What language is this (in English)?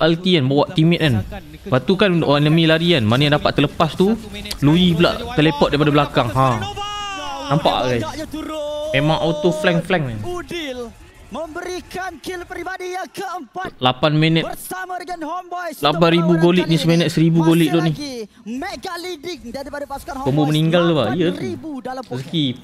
Malay